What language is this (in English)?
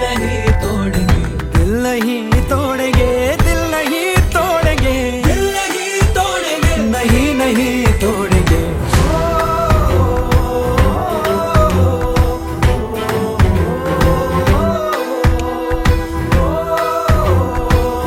Hindi